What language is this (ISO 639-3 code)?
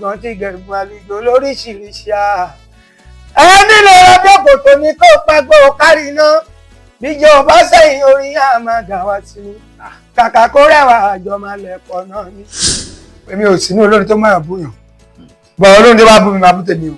yor